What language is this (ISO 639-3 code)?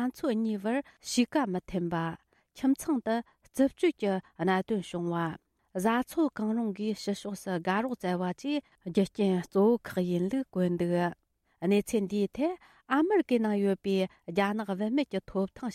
bod